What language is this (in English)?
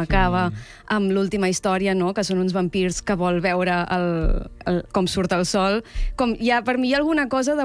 Catalan